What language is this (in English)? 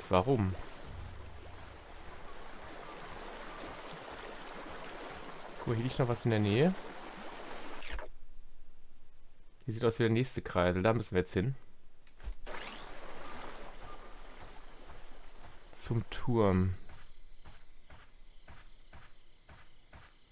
German